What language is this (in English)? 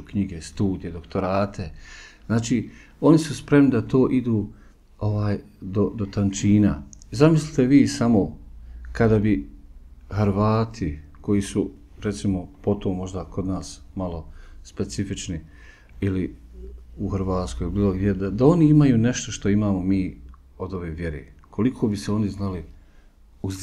Bosnian